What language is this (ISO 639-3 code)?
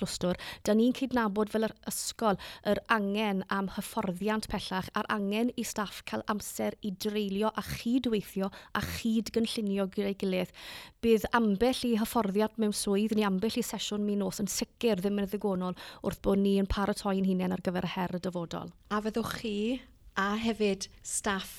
cym